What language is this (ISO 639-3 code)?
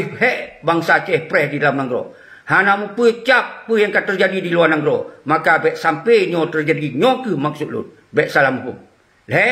ace